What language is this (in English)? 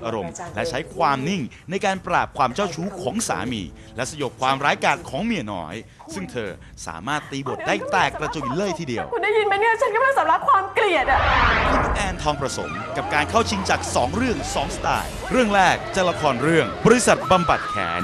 Thai